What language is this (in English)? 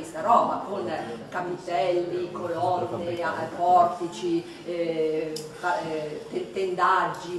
Italian